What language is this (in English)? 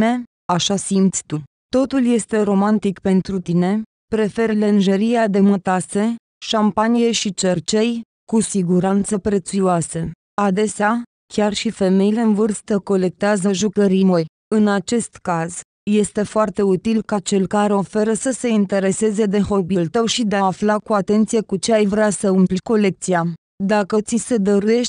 Romanian